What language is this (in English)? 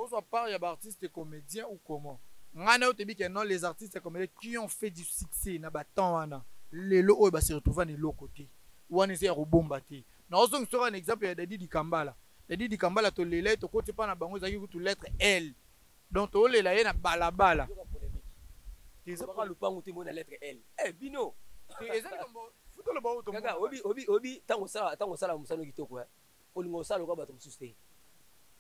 Lingala